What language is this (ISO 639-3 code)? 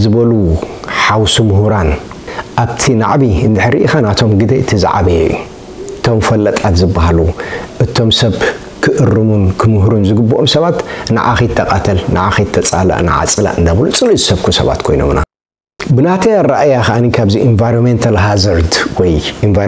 tir